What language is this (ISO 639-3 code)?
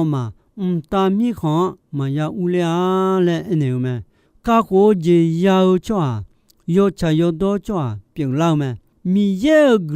ahk